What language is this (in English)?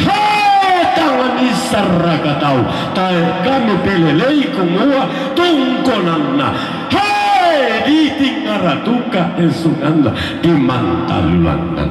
Toraja-Sa'dan